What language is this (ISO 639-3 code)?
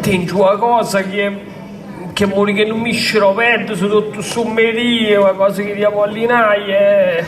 srd